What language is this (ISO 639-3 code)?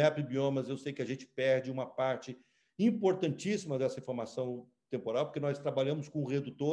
por